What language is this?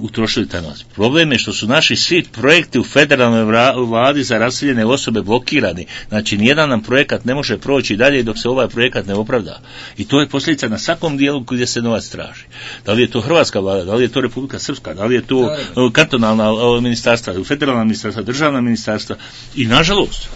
Bosnian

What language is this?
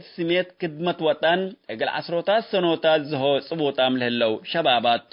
Tigre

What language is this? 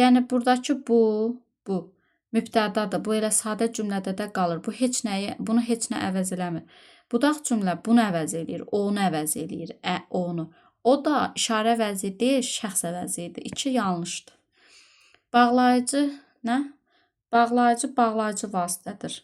Azerbaijani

